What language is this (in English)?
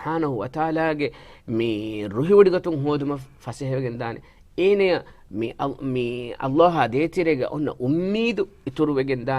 Divehi